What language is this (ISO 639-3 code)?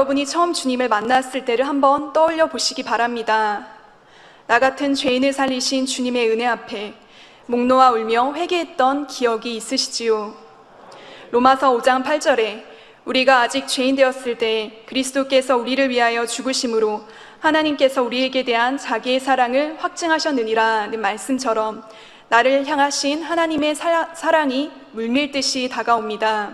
kor